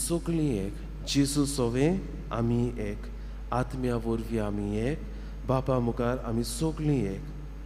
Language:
Konkani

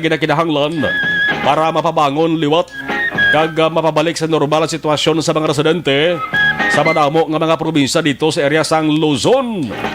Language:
Hiligaynon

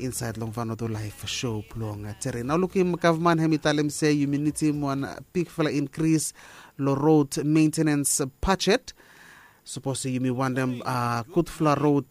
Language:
Bislama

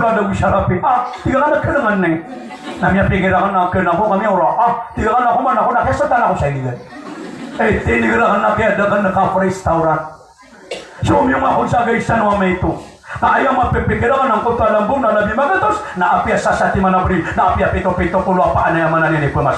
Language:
Maranao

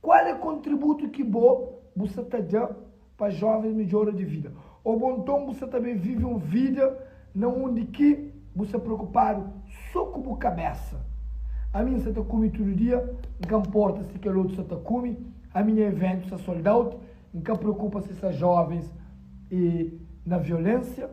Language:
Kabuverdianu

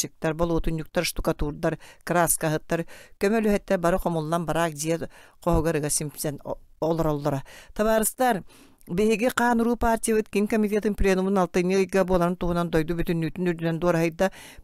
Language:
Yakut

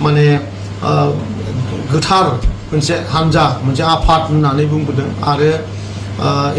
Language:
Bodo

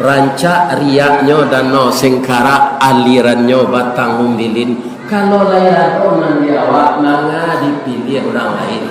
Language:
Minangkabau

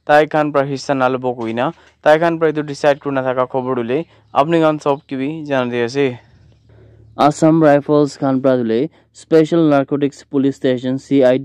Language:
Naga Pidgin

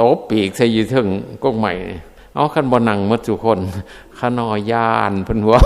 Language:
Northeastern Thai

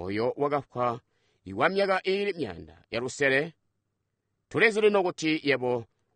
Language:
Tonga (Zambia)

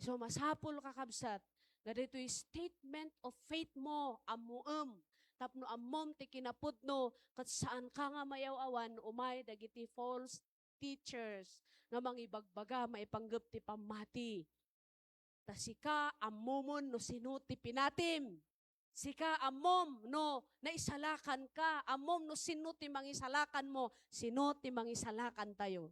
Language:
Iloko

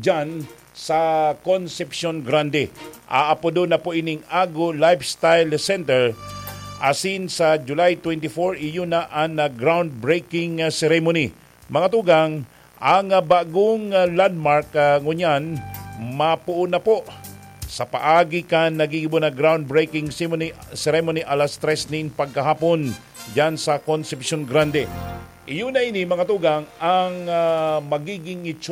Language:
Bikol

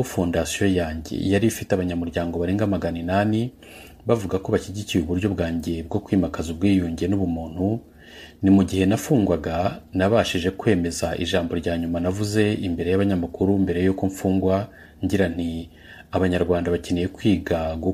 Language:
Kinyarwanda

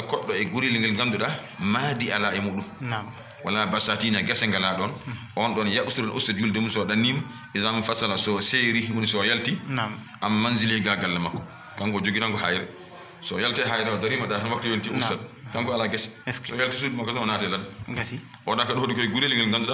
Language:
Fula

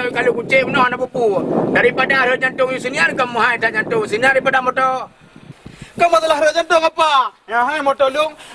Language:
Achinese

